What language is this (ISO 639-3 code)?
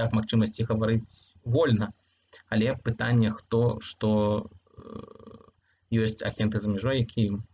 bel